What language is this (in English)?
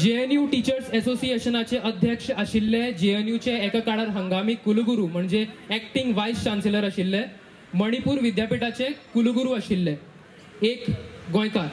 Konkani